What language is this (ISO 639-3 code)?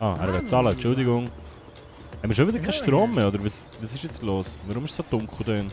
gsw